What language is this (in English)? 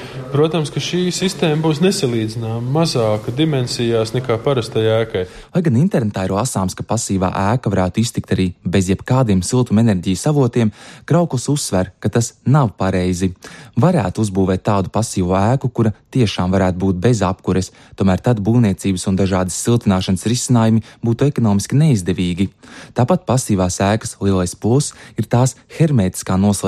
Latvian